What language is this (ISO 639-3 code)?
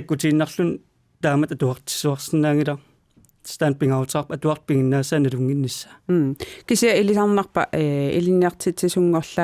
kal